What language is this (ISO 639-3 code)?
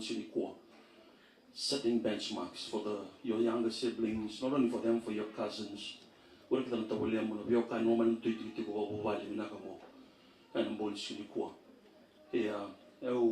fij